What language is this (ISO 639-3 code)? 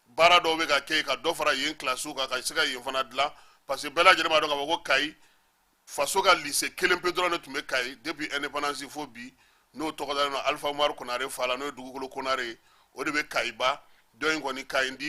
bam